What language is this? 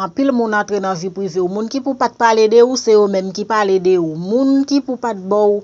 Haitian Creole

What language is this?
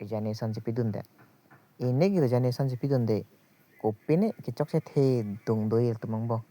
Karbi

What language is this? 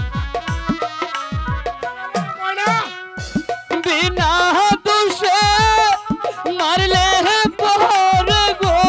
Bangla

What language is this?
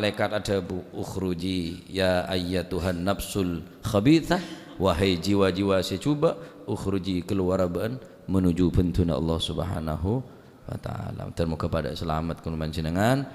Madurese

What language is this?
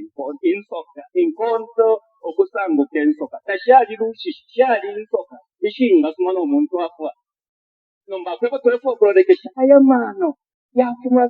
Bemba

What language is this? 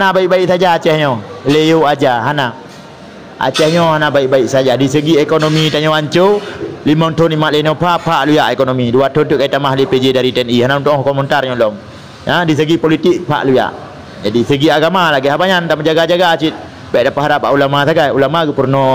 Achinese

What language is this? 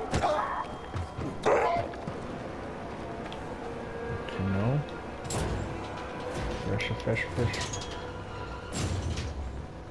Portuguese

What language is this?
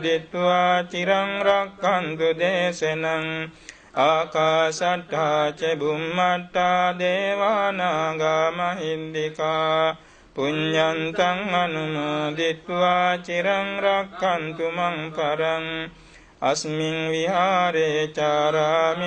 Pali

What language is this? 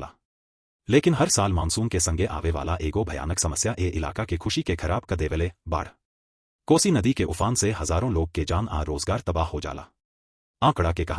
Bhojpuri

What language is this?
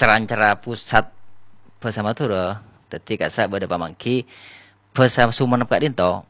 Madurese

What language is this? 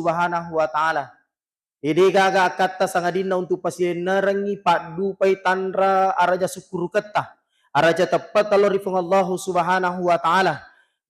Buginese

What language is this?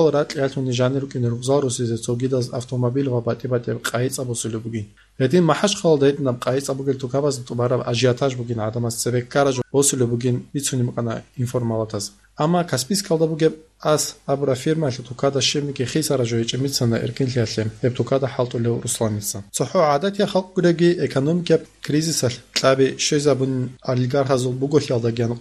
Avaric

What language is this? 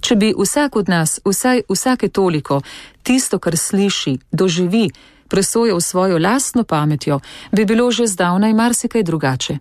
Slovenian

